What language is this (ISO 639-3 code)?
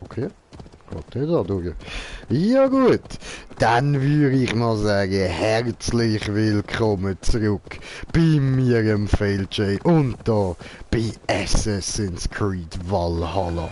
gsw